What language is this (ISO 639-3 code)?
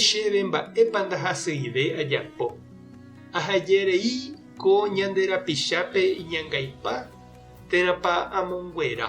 grn